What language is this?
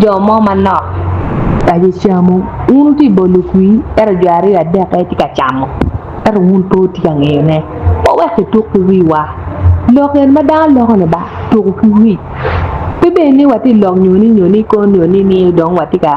Acoli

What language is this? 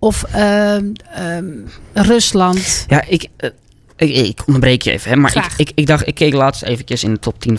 Dutch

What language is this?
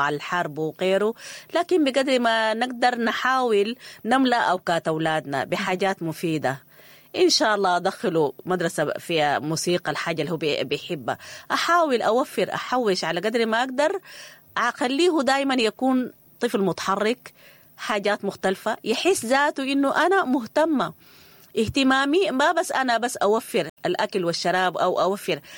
Sudanese Arabic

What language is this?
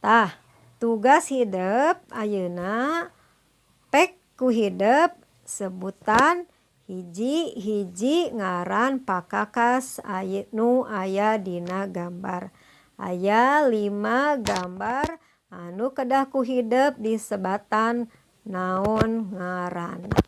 Sundanese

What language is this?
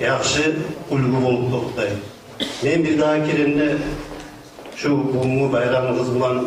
Kumyk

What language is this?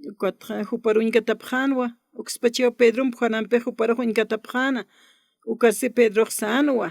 Aymara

